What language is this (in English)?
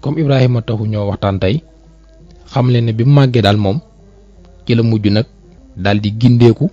Wolof